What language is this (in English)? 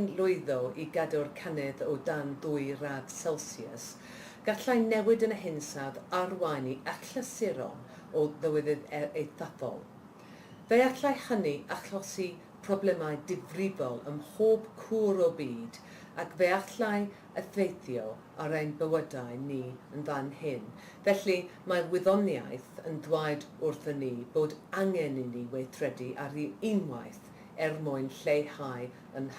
Welsh